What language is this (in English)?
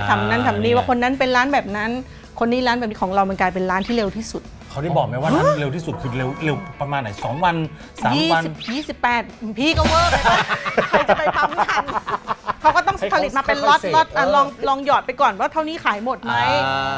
Thai